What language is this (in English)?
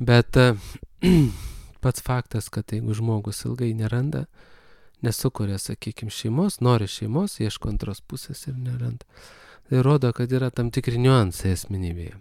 Lithuanian